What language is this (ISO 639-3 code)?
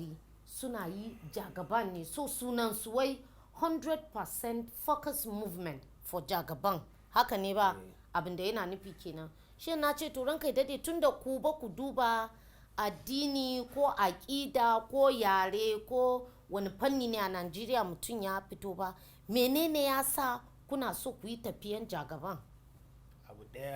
hau